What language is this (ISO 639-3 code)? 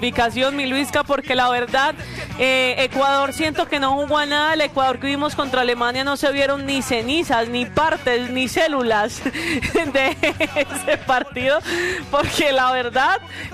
spa